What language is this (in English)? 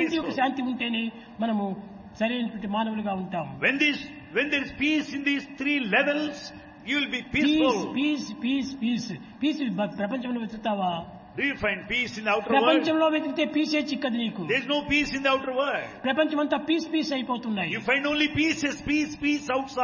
Telugu